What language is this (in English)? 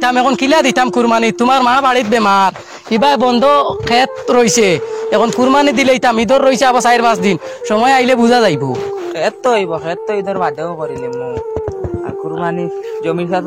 Sylheti